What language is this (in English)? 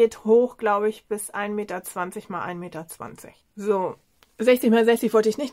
German